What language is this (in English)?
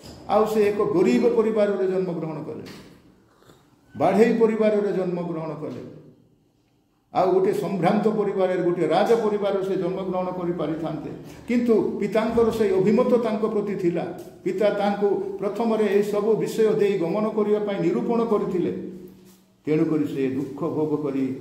Odia